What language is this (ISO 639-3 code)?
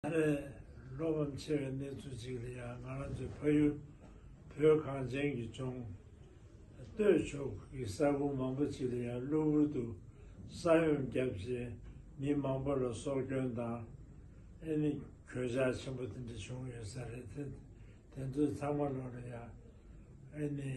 bod